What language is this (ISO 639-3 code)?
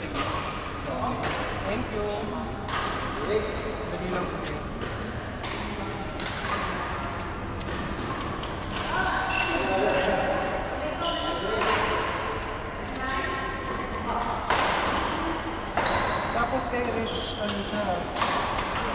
fil